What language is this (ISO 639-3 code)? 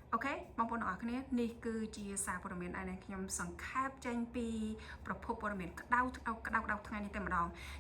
khm